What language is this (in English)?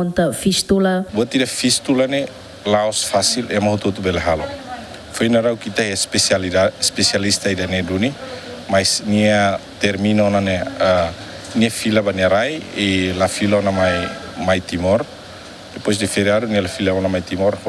Tetum